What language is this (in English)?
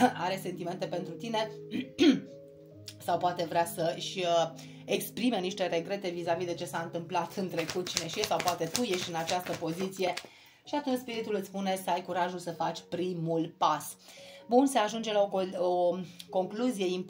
Romanian